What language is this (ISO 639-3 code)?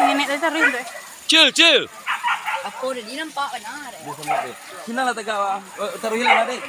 min